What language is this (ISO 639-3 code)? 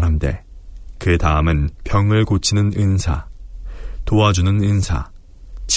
kor